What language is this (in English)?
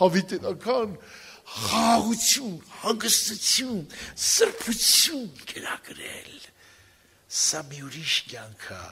Armenian